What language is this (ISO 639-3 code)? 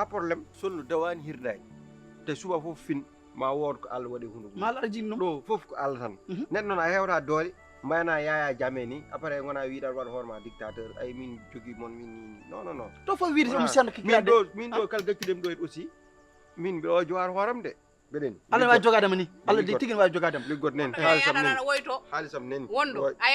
ful